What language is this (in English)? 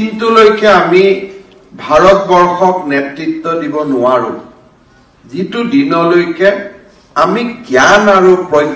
Assamese